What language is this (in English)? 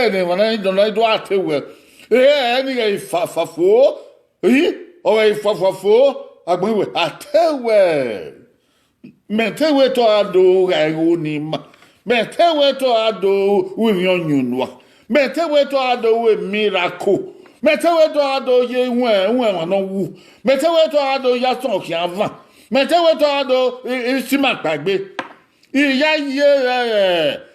Bini